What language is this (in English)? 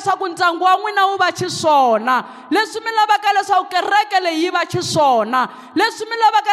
Tsonga